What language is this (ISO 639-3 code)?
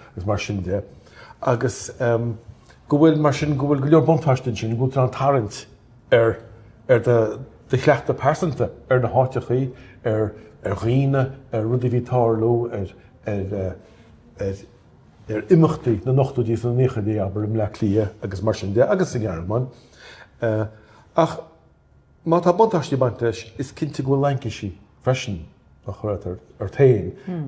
gle